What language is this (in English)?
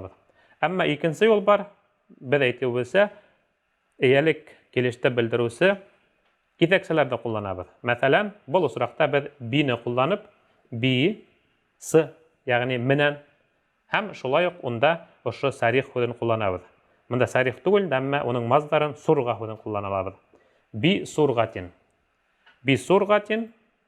Bashkir